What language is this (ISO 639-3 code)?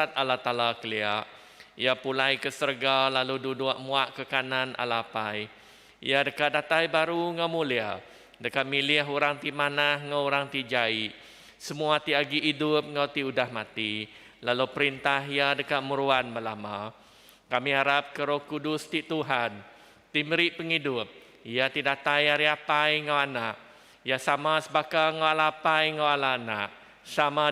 iba